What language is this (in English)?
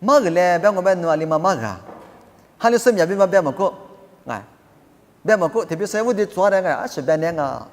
Lisu